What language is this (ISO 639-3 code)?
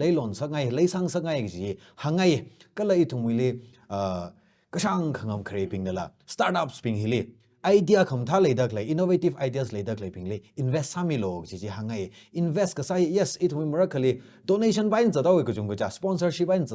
nmf